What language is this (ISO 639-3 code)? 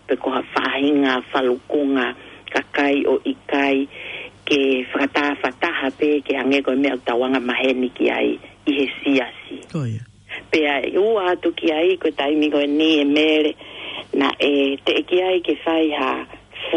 ton